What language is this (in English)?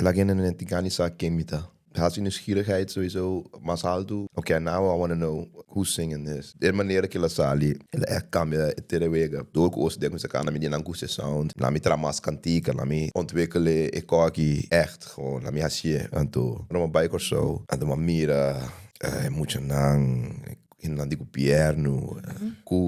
Papiamento